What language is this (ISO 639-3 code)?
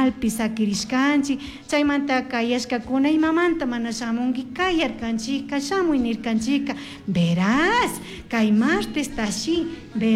qug